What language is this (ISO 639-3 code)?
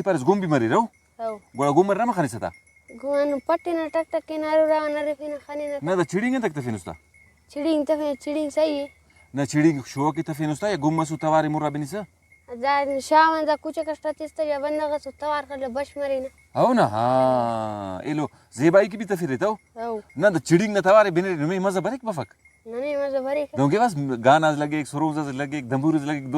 brh